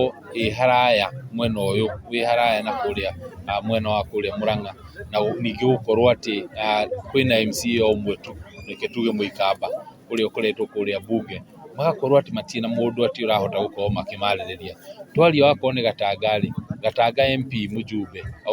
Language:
Kikuyu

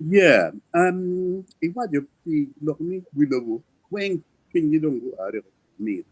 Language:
Acoli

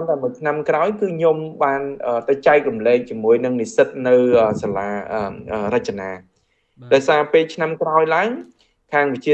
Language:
Khmer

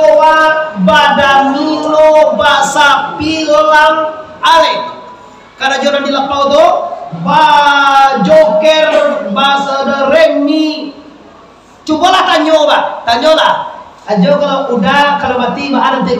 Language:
Minangkabau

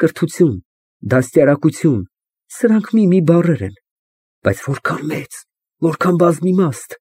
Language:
Armenian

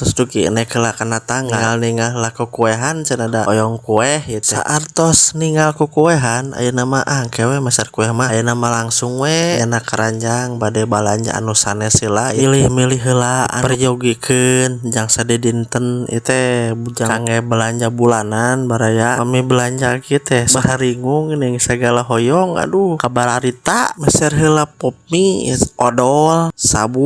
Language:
Sundanese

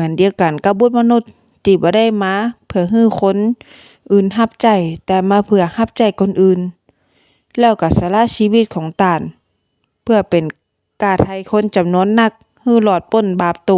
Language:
Northern Thai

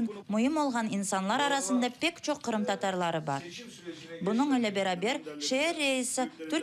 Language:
Crimean Tatar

